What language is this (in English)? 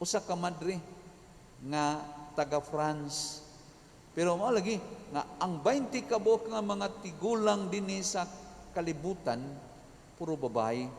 Cebuano